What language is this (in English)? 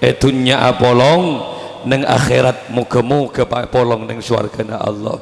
Madurese